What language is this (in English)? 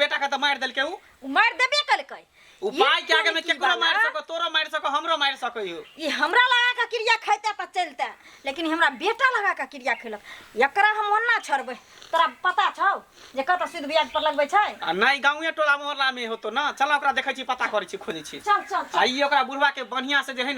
Maithili